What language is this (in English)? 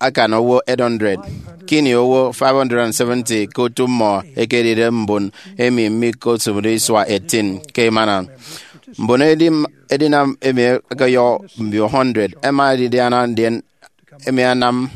Efik